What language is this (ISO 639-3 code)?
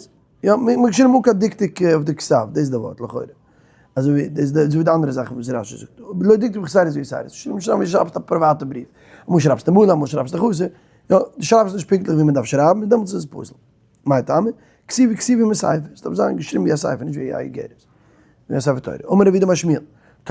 yid